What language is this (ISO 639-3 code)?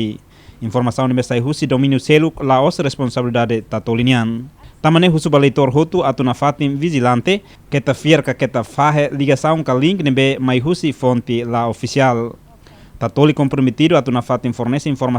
tet